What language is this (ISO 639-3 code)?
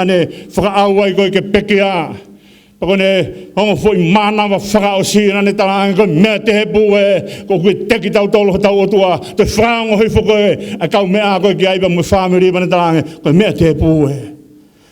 ton